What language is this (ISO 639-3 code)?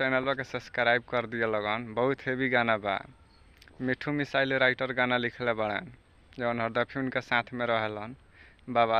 bho